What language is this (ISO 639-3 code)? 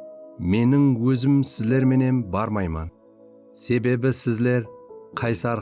kaa